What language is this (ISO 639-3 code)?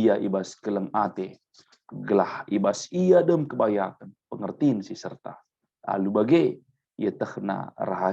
btx